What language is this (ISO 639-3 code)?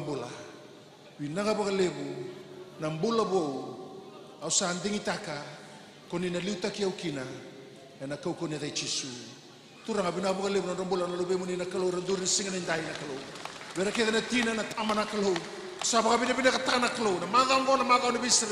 fij